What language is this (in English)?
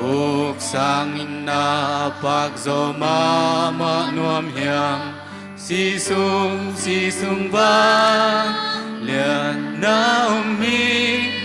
Tedim Chin